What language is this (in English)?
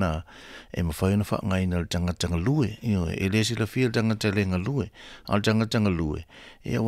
Samoan